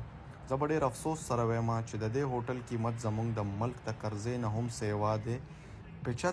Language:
Pashto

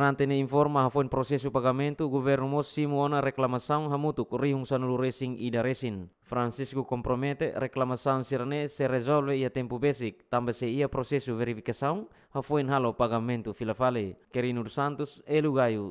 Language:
Tetum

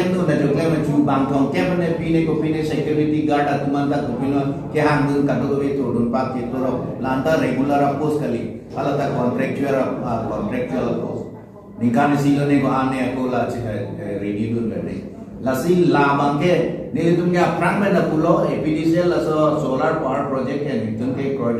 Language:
Karbi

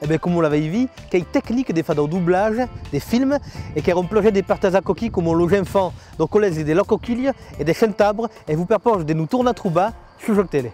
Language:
Occitan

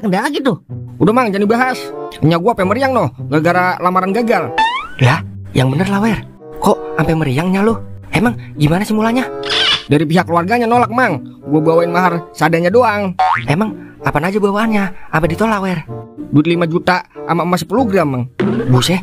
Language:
Betawi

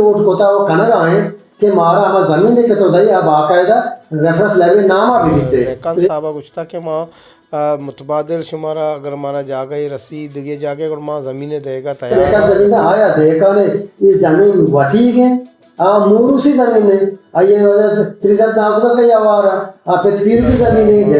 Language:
Baluchi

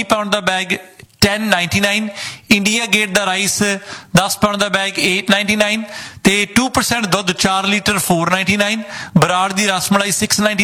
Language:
Punjabi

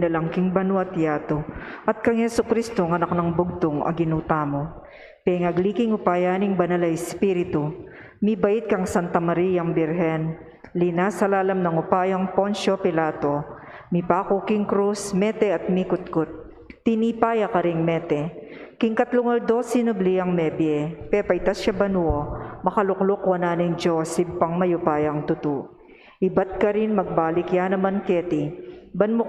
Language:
Pampanga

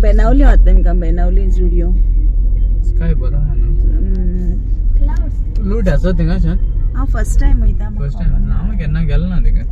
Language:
Konkani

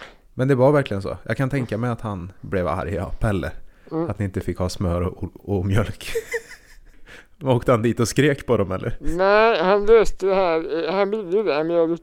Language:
Swedish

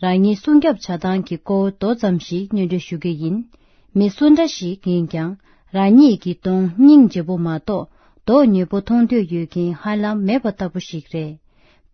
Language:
Tibetan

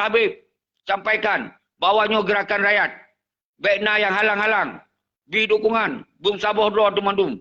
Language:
Achinese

